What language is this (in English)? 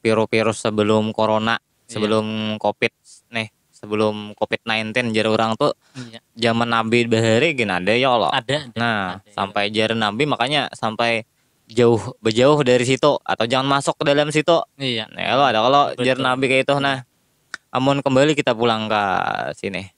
Banjar